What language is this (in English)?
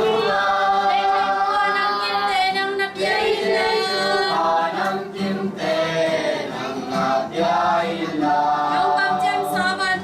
Tedim Chin